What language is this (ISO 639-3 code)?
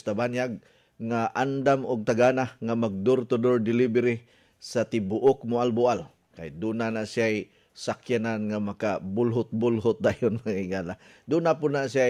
ceb